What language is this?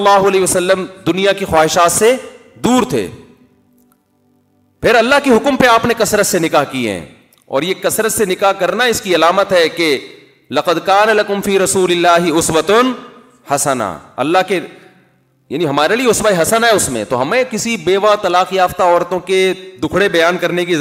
Urdu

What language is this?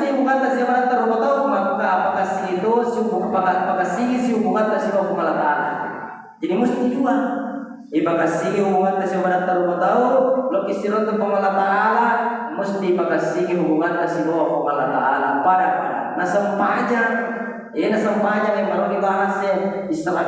Buginese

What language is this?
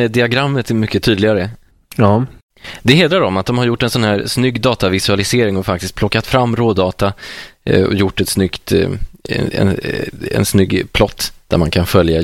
Swedish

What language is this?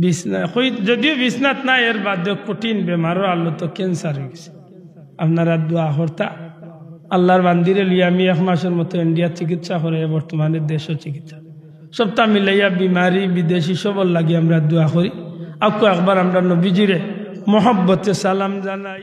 Sylheti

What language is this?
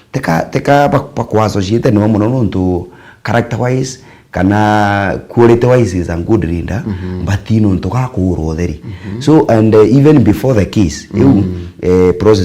Meru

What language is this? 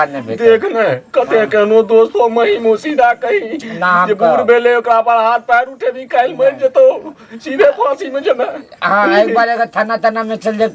Maithili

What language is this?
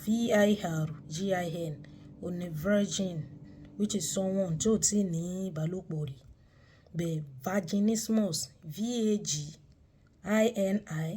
Yoruba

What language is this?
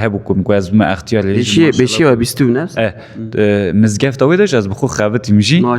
Kurdish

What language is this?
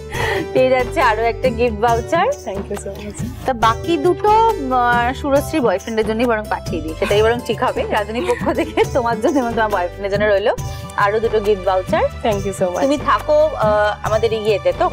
Bangla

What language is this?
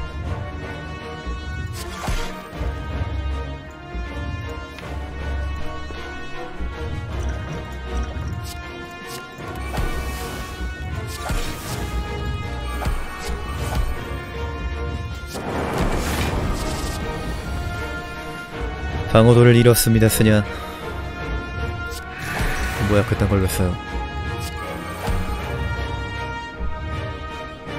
Korean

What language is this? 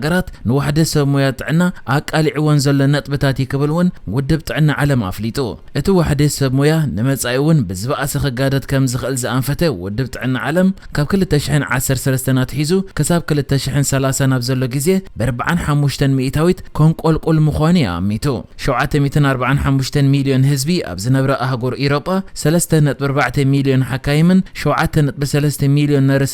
Tigrinya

